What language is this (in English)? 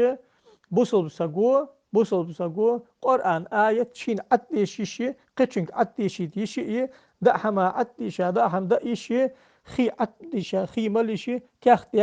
Ingush